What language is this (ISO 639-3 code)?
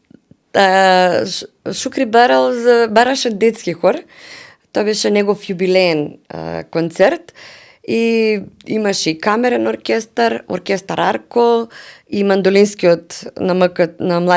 mkd